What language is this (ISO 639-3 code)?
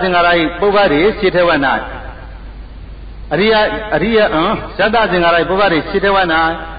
mya